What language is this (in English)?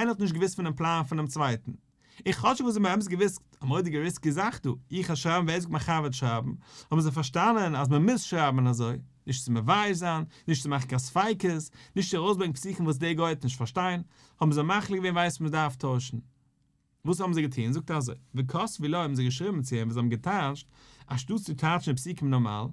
Yiddish